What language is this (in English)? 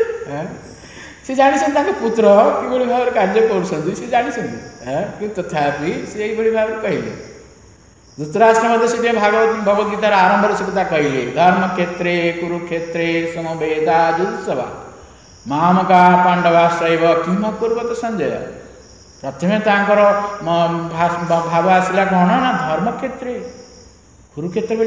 Odia